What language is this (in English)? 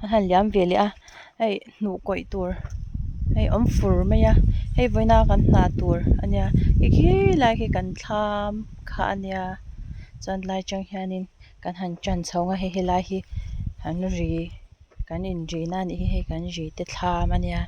Mizo